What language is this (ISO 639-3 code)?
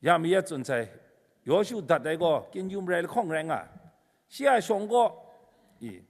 kac